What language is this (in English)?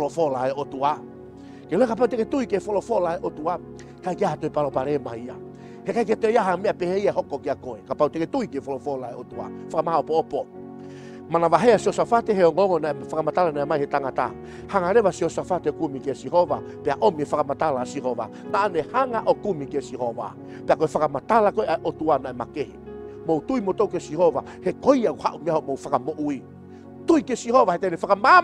Tongan